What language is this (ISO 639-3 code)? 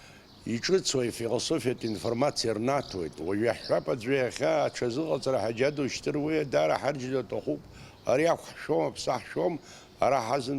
abk